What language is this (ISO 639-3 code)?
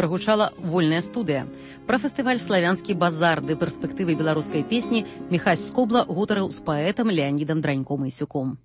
bel